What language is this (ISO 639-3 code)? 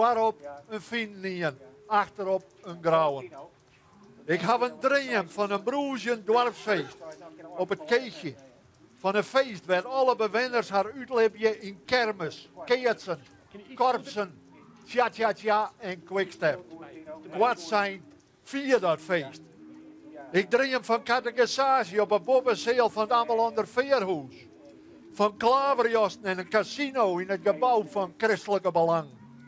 fry